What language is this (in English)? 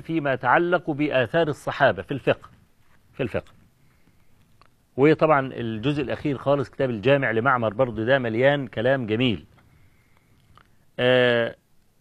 Egyptian Arabic